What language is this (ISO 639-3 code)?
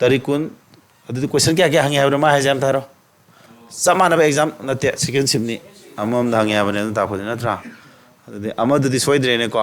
mni